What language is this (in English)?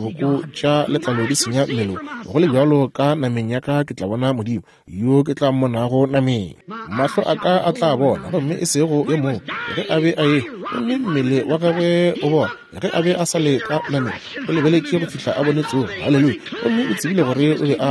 Northern Sotho